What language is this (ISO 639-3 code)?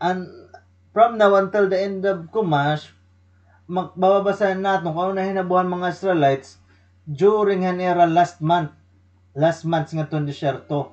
war